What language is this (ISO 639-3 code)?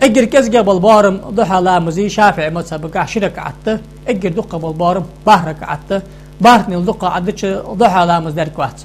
inh